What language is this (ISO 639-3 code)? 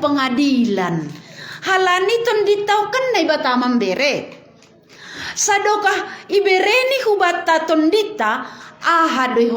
bts